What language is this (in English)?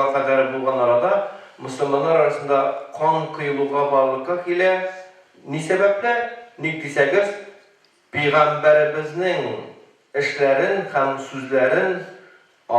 Tatar